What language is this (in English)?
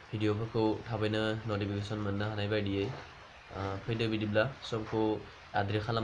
Bodo